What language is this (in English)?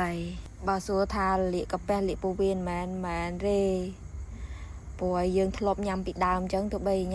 Khmer